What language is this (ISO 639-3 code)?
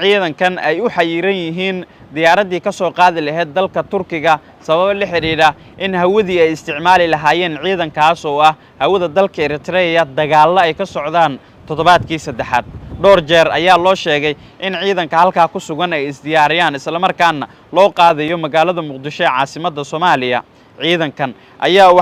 som